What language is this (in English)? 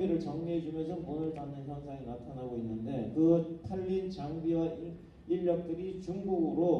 Korean